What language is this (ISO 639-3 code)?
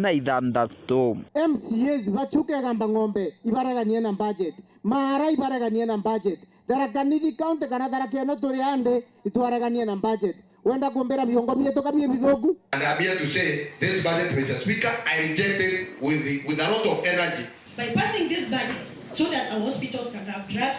mer